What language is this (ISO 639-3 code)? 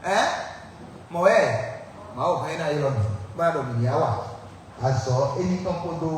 fon